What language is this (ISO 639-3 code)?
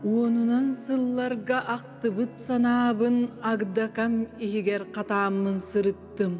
sah